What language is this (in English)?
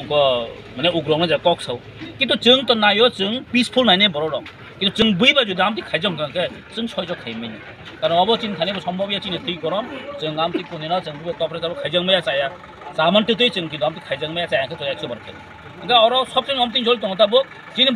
Kok Borok